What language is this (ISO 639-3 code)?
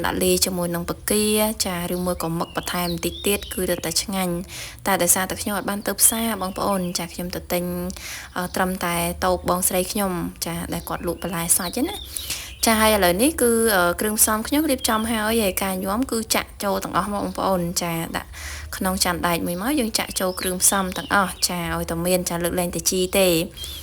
khm